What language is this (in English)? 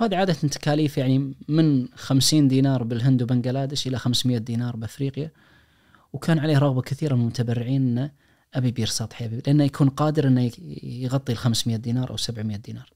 Najdi Arabic